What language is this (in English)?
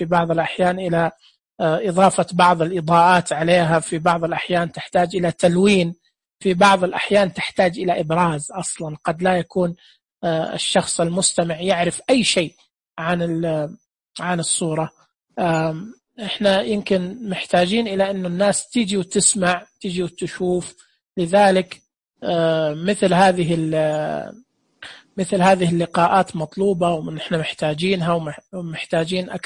Najdi Arabic